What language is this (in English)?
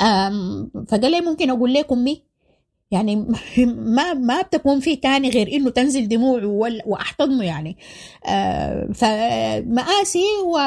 Sudanese Arabic